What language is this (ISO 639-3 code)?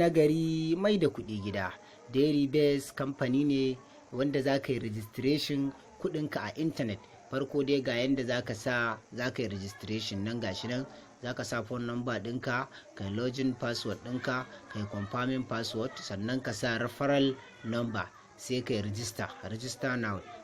hau